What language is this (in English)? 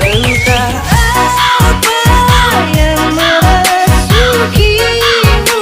Banjar